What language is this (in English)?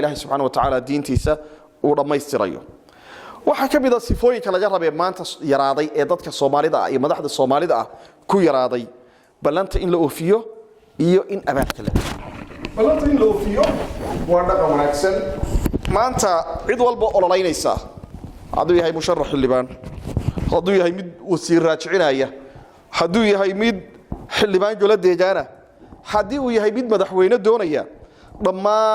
Somali